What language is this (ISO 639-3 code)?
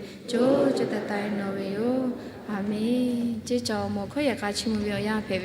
lhu